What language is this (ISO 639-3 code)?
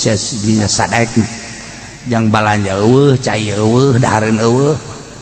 sun